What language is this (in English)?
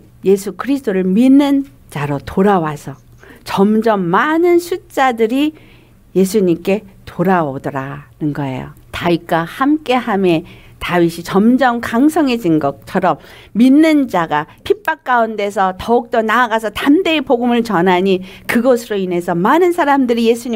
Korean